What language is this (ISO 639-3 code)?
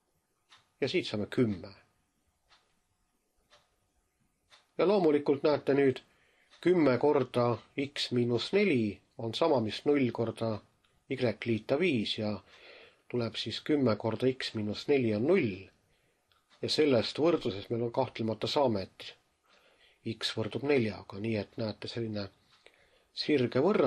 est